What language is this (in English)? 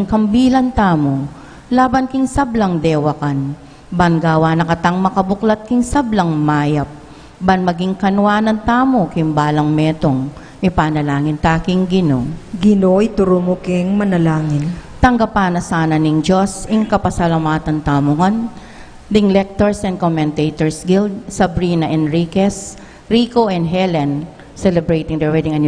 Pampanga